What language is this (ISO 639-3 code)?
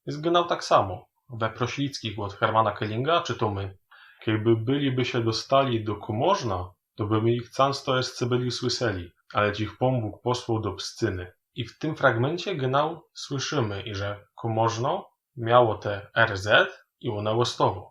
szl